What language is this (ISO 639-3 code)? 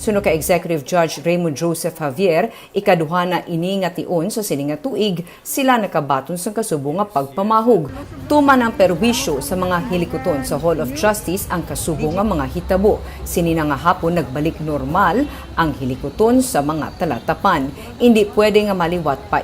hil